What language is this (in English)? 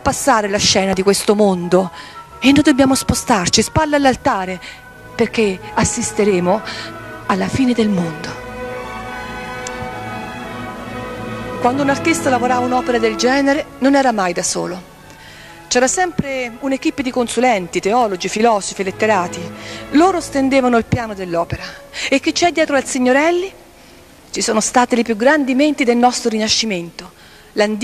Italian